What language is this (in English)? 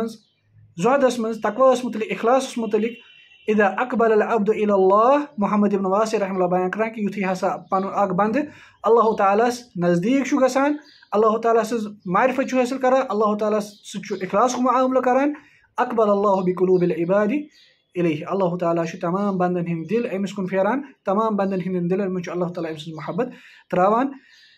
Kashmiri